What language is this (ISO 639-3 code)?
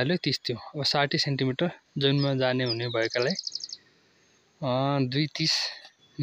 nep